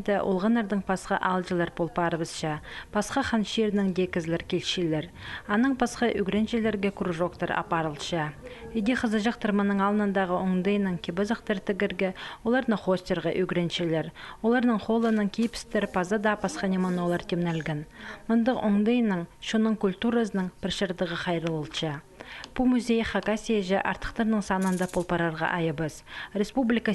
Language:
Khakas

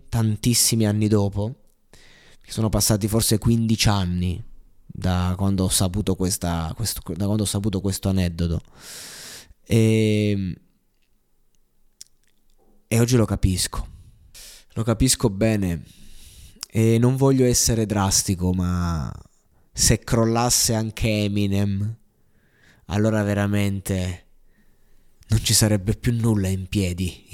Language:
Italian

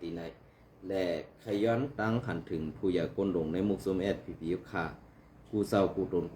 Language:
Shan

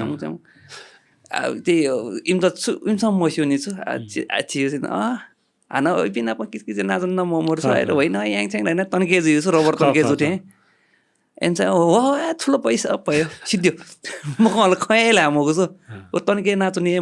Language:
Newari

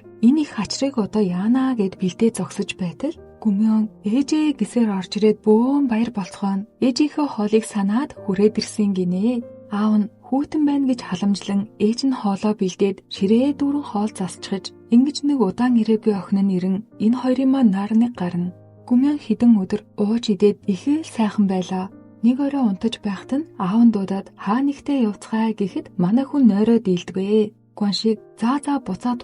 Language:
Mongolian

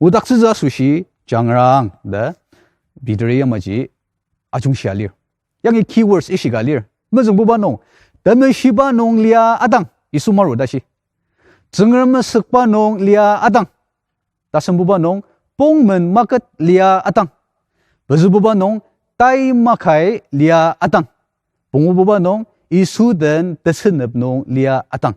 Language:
Ao Naga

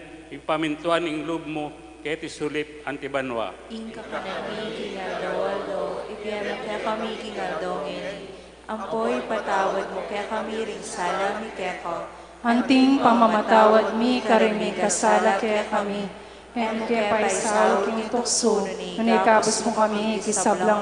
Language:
Pampanga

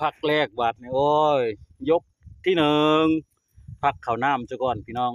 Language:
Northeastern Thai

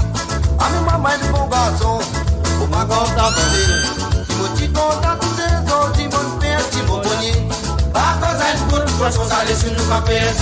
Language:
Morisyen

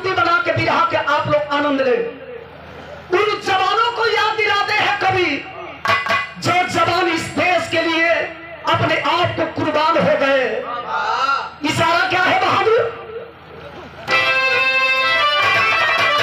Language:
Bhojpuri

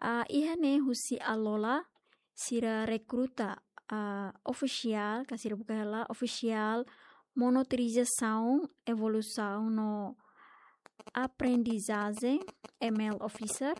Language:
Tetum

